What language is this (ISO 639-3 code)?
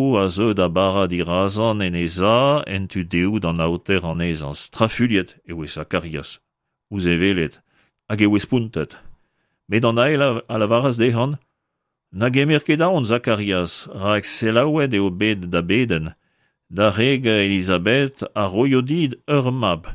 bre